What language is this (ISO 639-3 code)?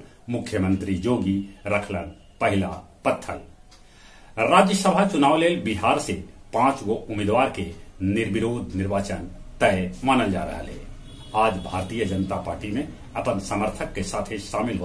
mag